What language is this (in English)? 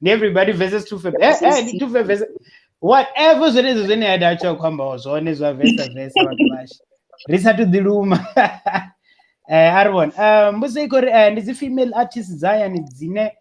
Venda